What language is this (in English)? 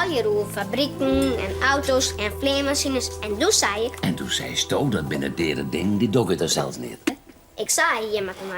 Western Frisian